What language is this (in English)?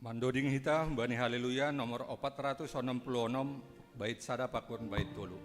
Batak Simalungun